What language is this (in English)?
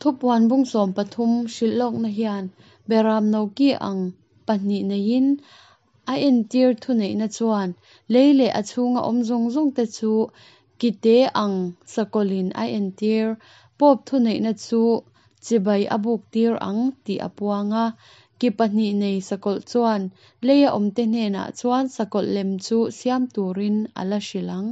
Mizo